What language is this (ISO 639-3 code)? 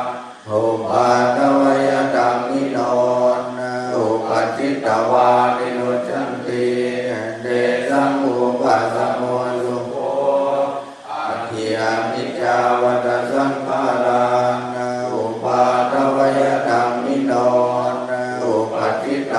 pli